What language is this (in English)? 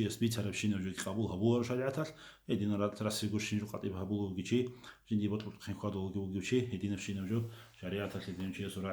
Avaric